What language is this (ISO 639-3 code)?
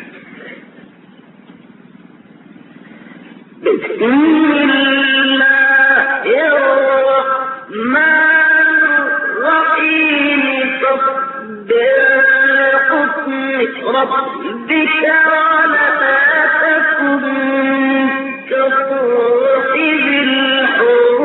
ara